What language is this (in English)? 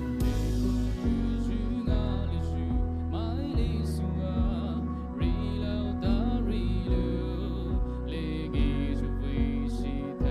Poumei Naga